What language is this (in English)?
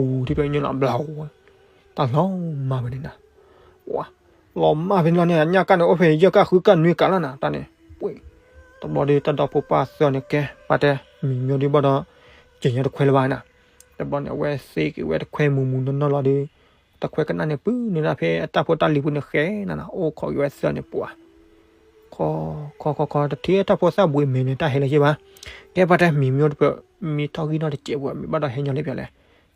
S'gaw Karen